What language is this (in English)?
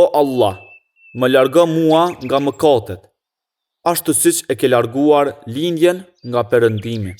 Albanian